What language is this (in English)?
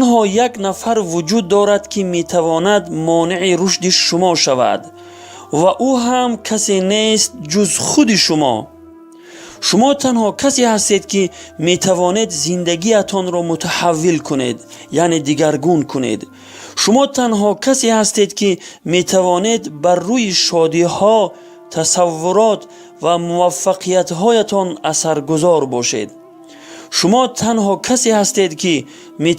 Persian